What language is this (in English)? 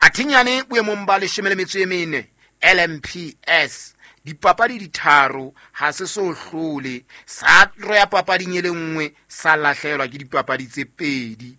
Southern Sotho